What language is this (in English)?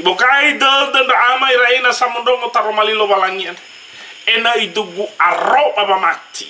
Nias